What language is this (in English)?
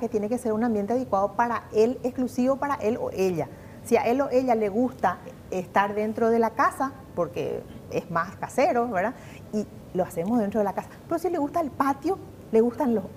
Spanish